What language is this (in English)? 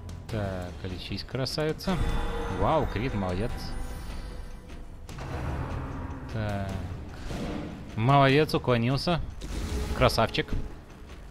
Russian